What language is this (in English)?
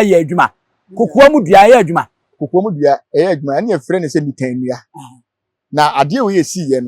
Akan